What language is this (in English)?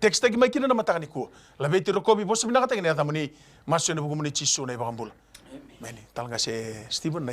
Fijian